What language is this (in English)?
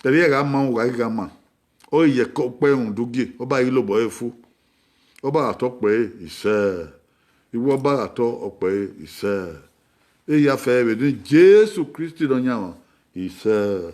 Bini